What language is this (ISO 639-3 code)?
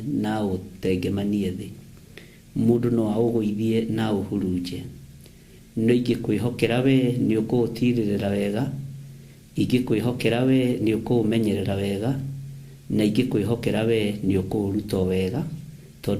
kik